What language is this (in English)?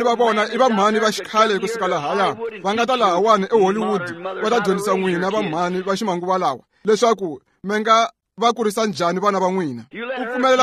Tsonga